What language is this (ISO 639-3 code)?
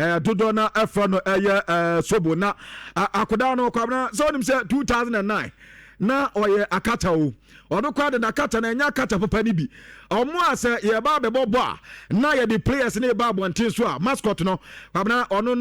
aka